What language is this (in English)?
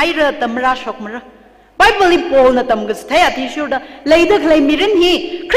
Tangkhul Naga (India)